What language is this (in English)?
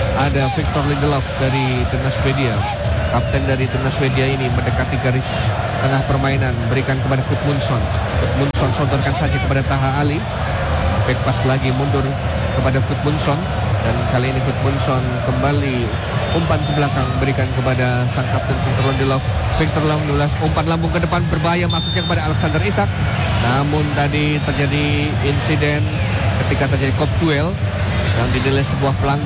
Indonesian